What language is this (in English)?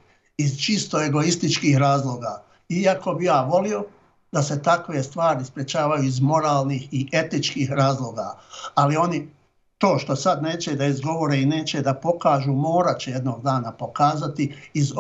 Bosnian